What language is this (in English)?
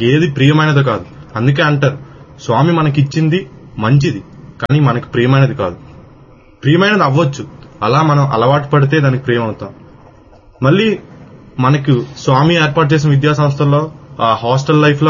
Telugu